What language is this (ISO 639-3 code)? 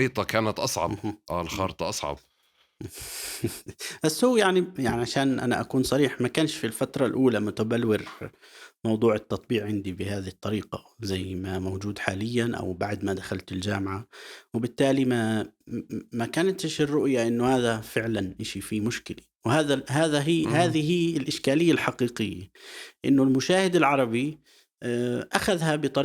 apc